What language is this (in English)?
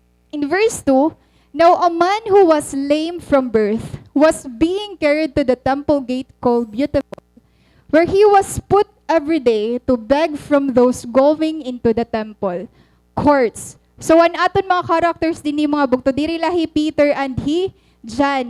Waray